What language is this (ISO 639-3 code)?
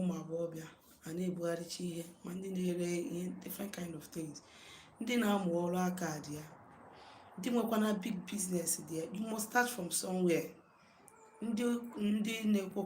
ibo